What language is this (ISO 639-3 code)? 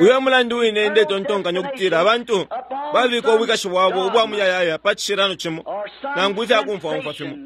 bem